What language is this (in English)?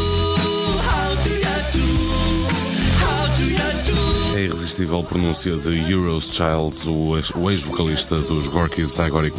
Portuguese